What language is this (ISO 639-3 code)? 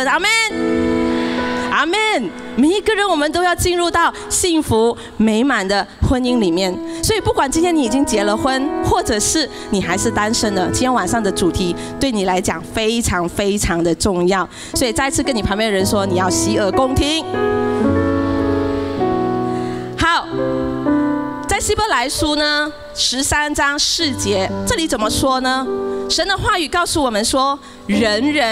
zho